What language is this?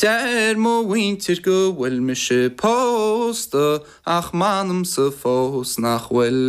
Irish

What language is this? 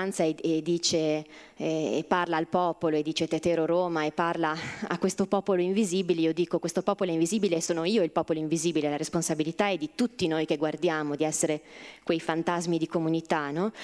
Italian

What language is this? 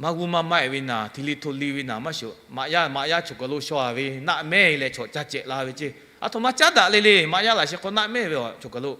Lahu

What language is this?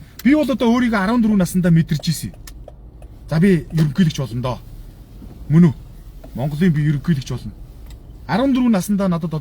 Mongolian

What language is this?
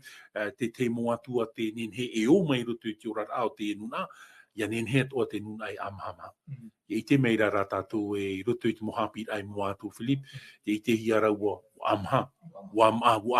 Tahitian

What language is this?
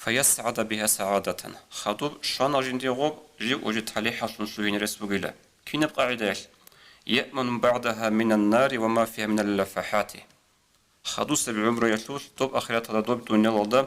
Avaric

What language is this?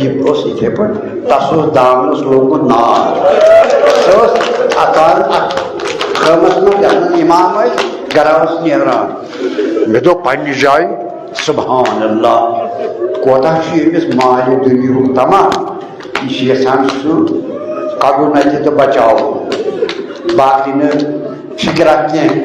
Kashmiri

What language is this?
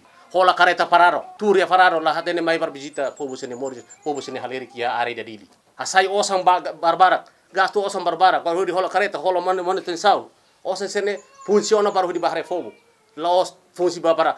Tetum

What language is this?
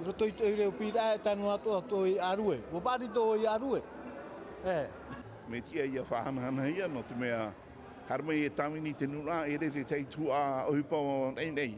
Tahitian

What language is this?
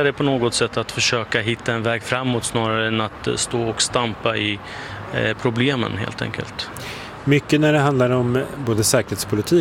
Swedish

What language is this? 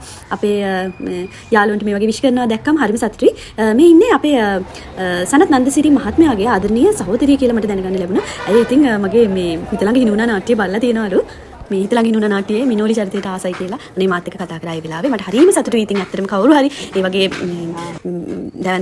Sinhala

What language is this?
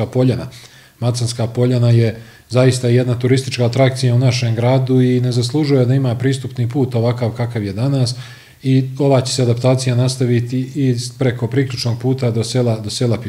Bosnian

